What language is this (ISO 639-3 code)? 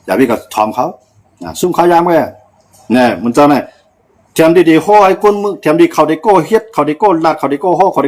shn